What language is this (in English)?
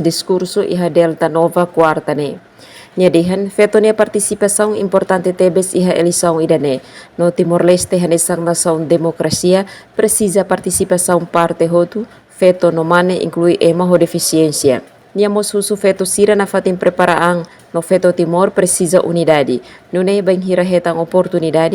Tetum